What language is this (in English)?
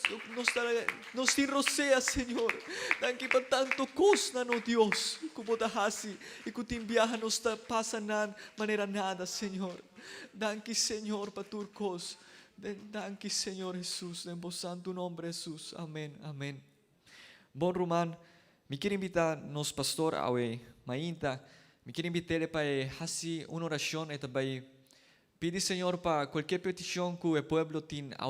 Papiamento